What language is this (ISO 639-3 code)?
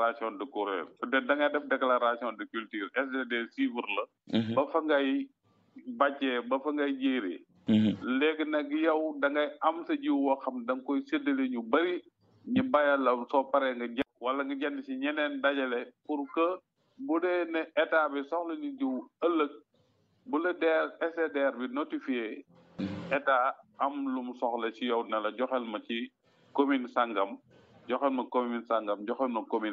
wol